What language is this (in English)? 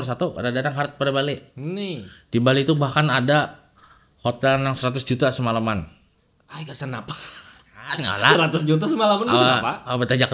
Banjar